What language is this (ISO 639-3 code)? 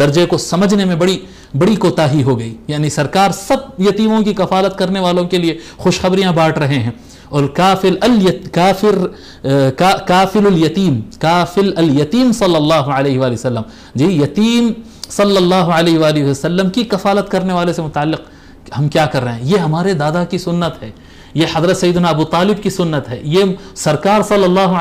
urd